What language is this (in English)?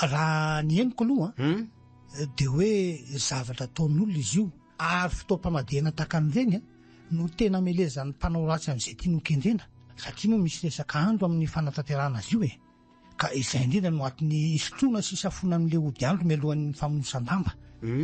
Malagasy